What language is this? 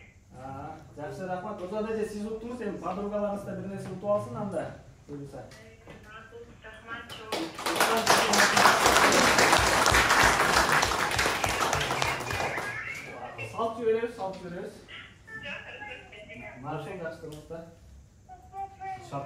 Kyrgyz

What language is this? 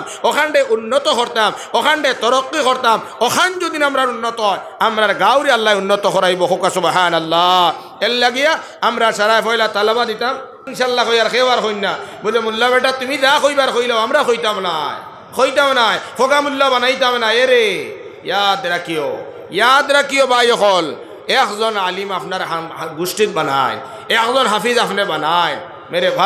Sylheti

